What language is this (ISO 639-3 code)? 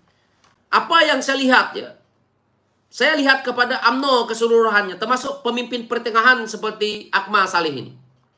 msa